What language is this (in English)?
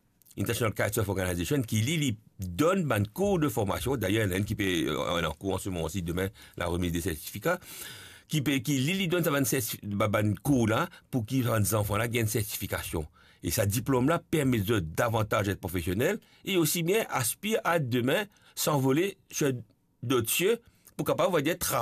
Morisyen